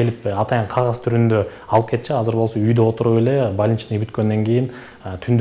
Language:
Kyrgyz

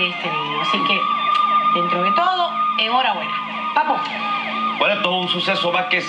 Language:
Spanish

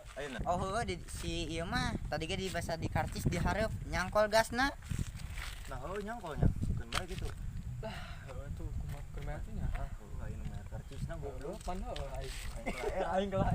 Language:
Sundanese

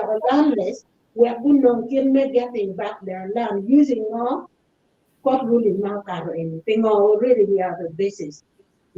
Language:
Acoli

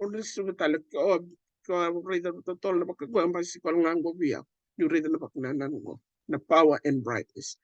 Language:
Fijian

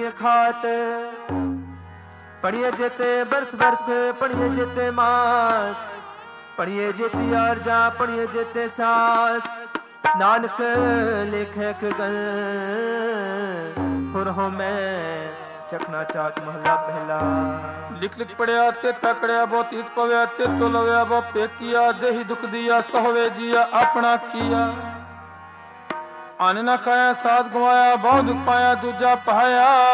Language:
Punjabi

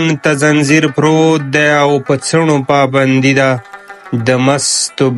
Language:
Pashto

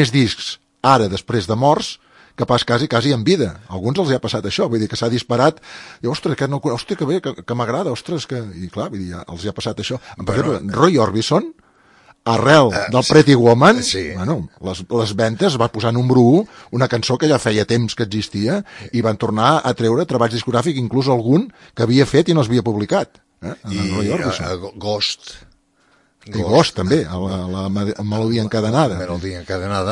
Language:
Catalan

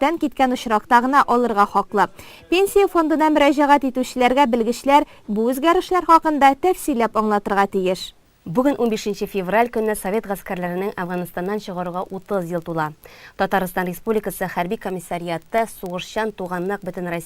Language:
Tatar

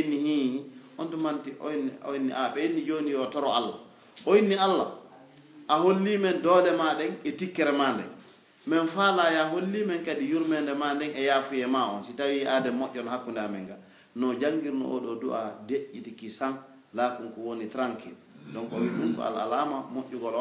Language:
Pular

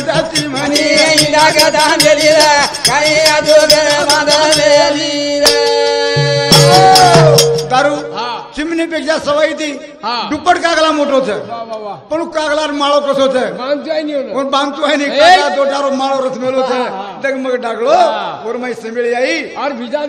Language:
Lambadi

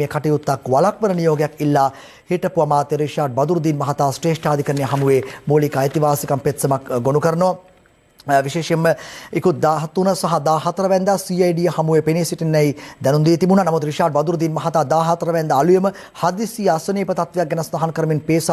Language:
Sinhala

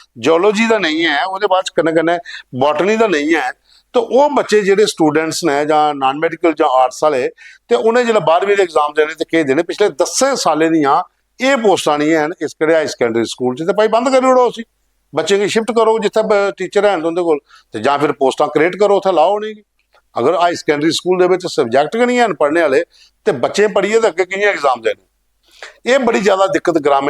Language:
Dogri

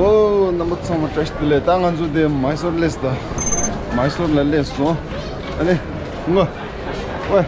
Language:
Tibetan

